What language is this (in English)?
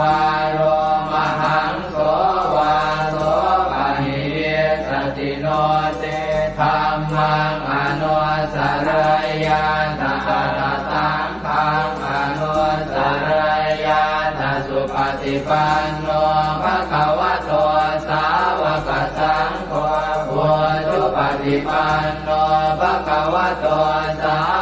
Pali